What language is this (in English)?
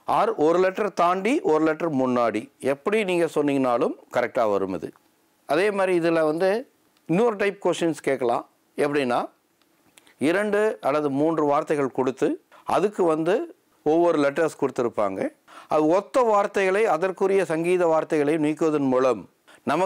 Tamil